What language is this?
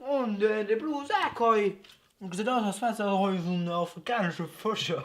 Luxembourgish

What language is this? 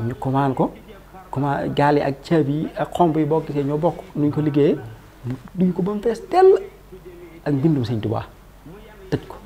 Wolof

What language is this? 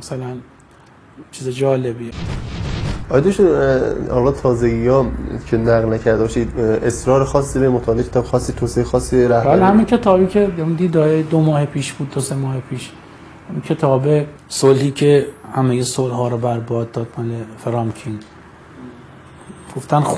Persian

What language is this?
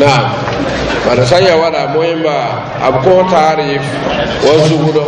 Mossi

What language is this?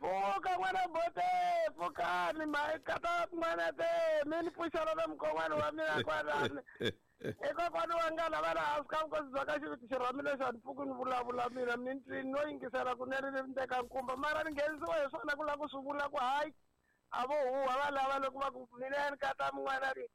Tsonga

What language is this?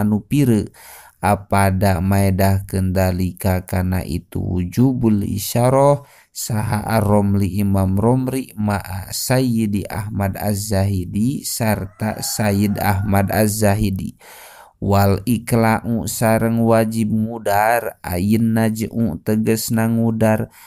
Sundanese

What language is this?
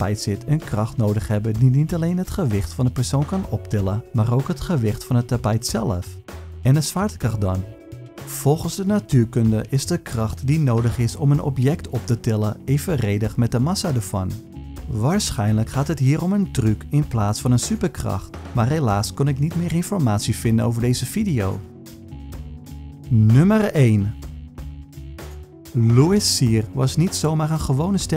Dutch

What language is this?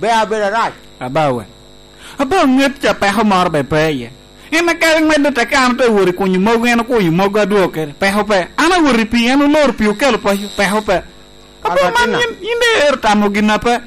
Lango (Uganda)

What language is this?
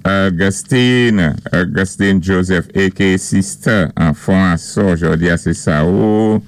Saint Lucian Creole French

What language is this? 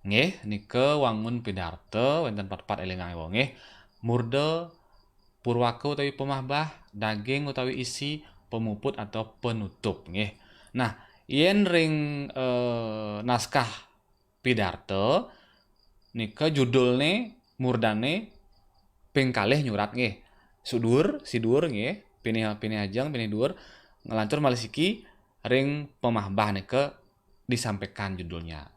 Balinese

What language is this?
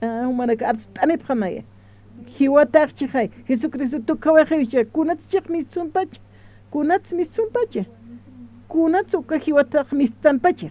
Aymara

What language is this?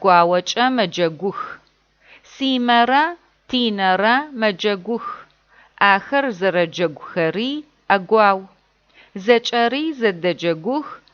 Adyghe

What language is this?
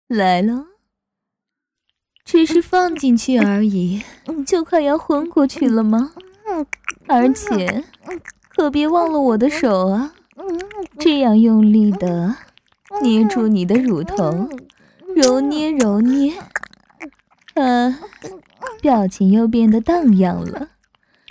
Chinese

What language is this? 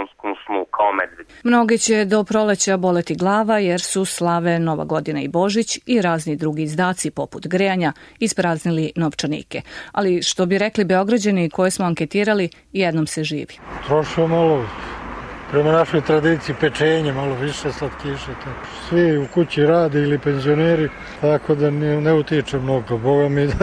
Serbian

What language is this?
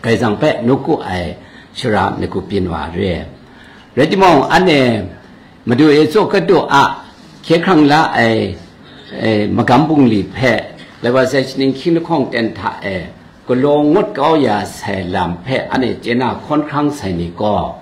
Kachin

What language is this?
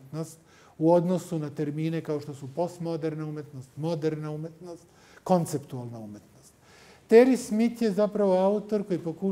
Serbian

